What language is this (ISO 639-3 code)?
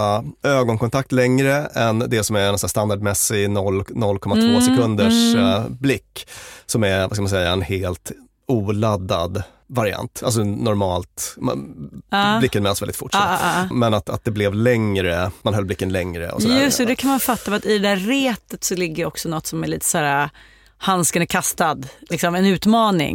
swe